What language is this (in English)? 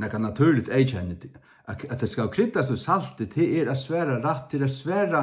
Faroese